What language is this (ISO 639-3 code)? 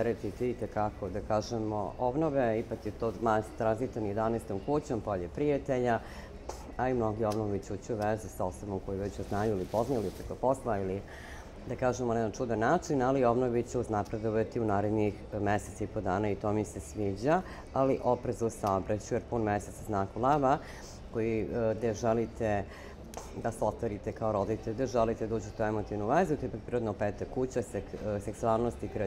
srp